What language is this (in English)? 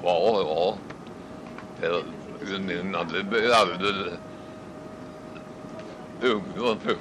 Swedish